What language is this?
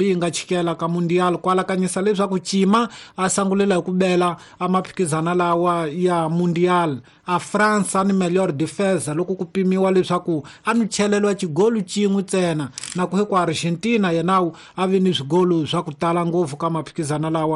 Tsonga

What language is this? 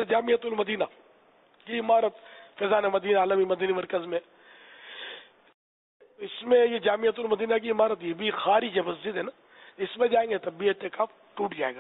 Urdu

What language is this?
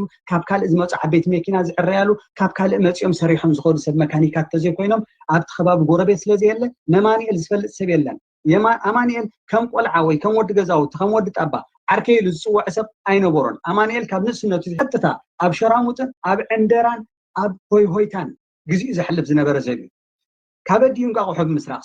Tigrinya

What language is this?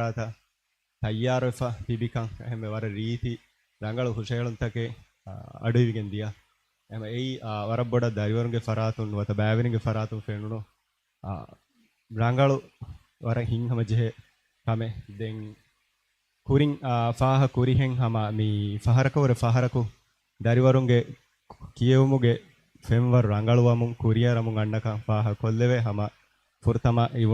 Divehi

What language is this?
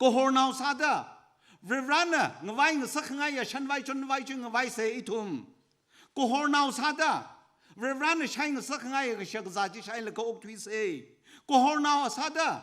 Tangkhul Naga (India)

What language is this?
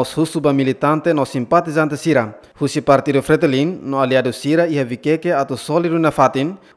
Tetum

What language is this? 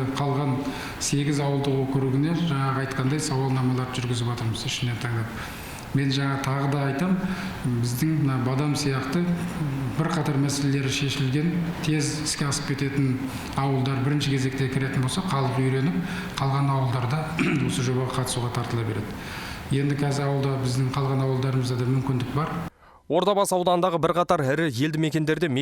Kazakh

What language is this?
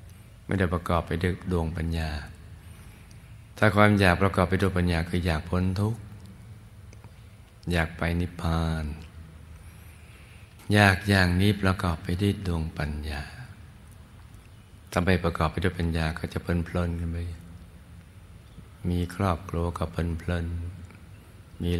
Thai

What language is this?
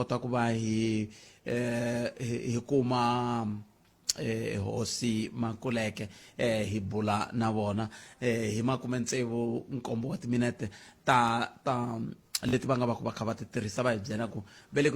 Tsonga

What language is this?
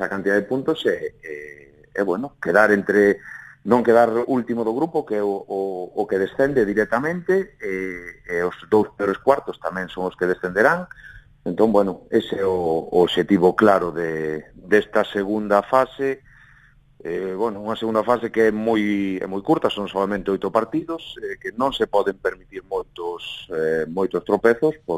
Galician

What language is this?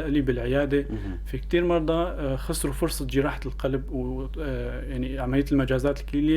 North Levantine Arabic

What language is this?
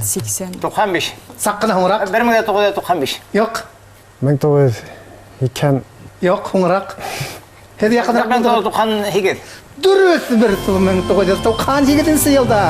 Bashkir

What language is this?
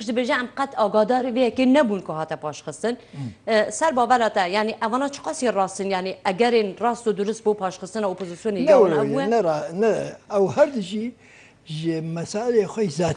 Kurdish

